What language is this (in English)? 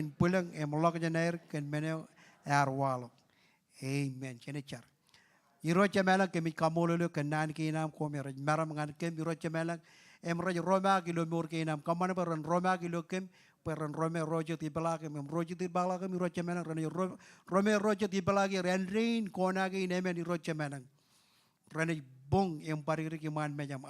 Marshallese